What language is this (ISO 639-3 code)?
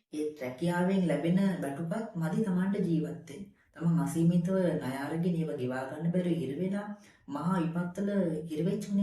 sin